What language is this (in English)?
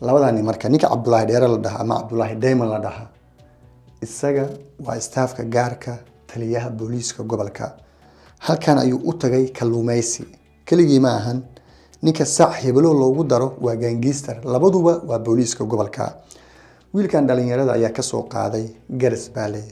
Somali